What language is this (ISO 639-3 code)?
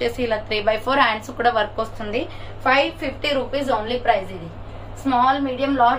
tel